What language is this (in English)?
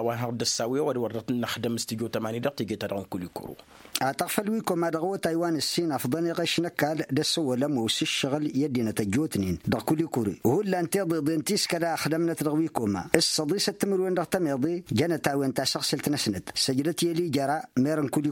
Tamasheq